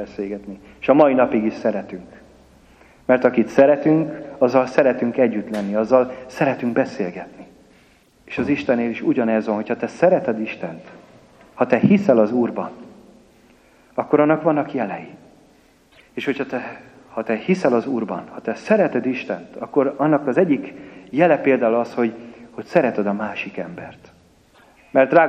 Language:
Hungarian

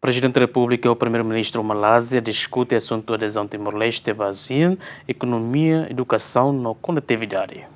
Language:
Tetum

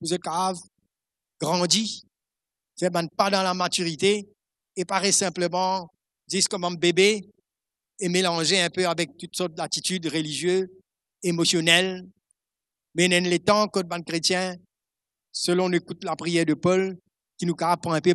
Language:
Morisyen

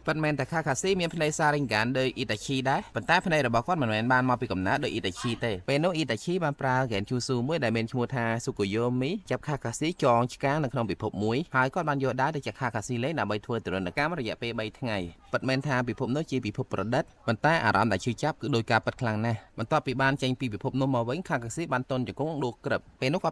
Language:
Khmer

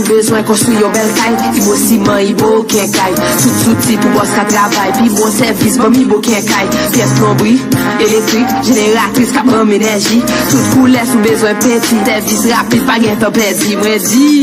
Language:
Haitian Creole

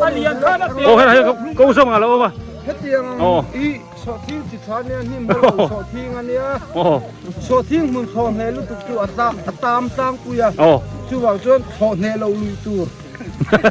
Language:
Biete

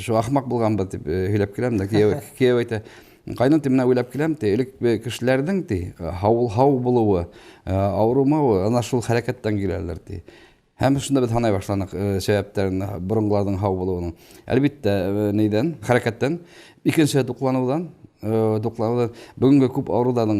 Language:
Bashkir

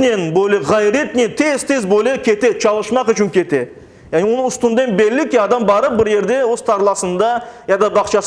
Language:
Crimean Tatar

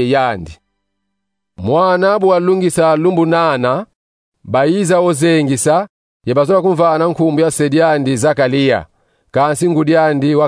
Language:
Kongo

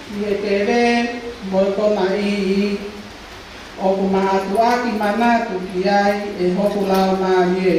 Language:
Tongan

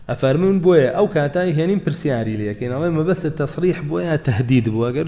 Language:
Central Kurdish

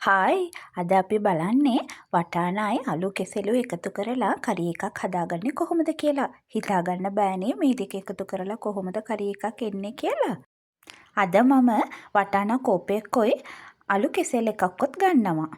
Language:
Sinhala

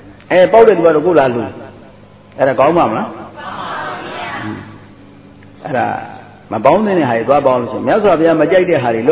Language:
Burmese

